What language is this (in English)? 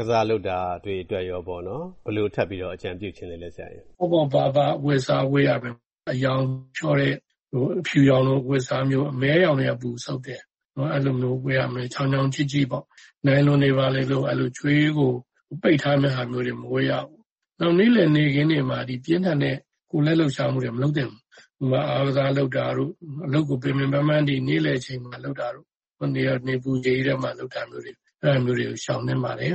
Burmese